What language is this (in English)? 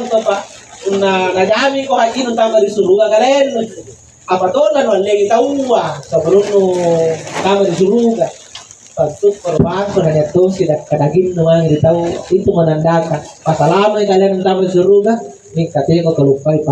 Makasar